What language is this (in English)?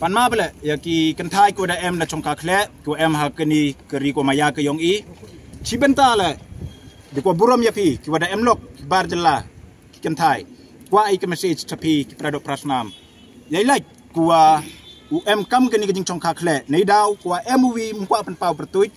Pnar